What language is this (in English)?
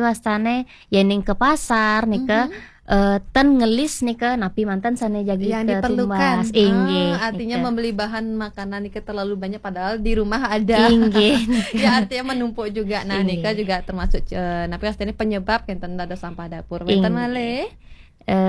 Balinese